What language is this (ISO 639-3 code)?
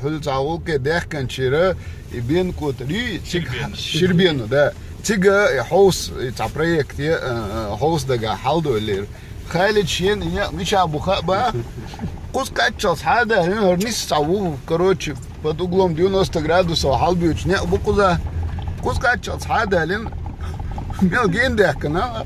che